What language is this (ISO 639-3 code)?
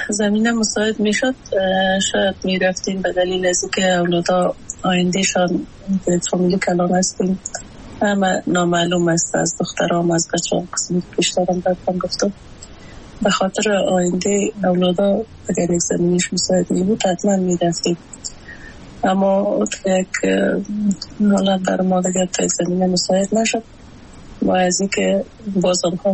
fas